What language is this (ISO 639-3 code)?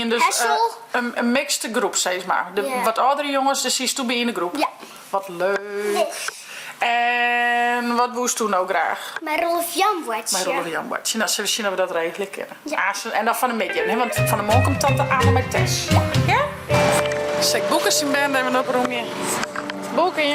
fry